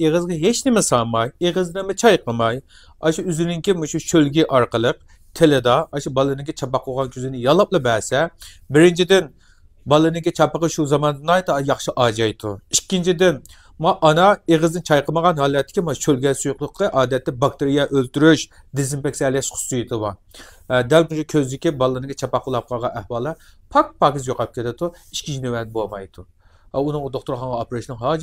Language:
Uyghur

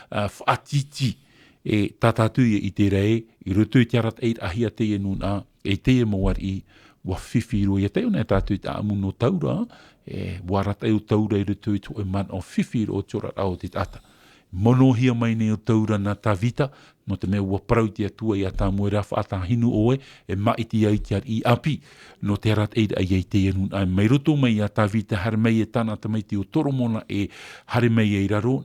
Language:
Tahitian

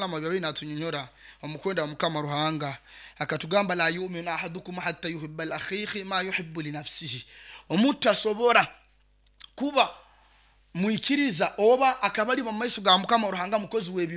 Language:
Nyoro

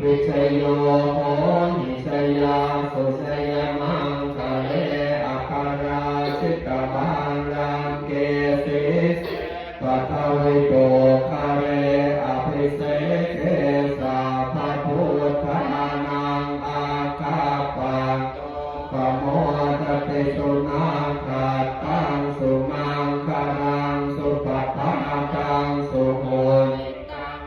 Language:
Pali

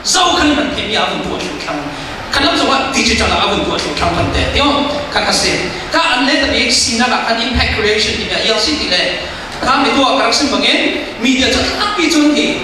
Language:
Falam Chin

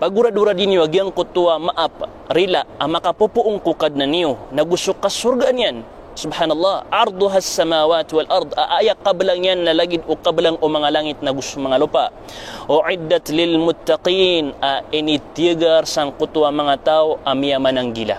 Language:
Maranao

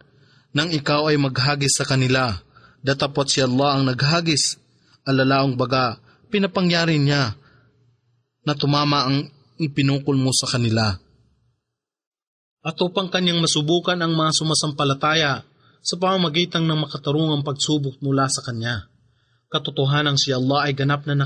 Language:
Filipino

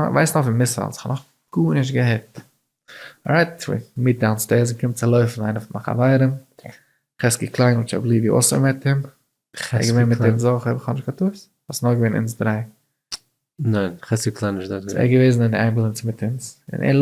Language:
Yiddish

